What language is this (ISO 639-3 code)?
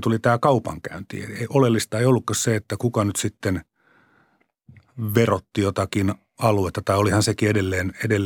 fin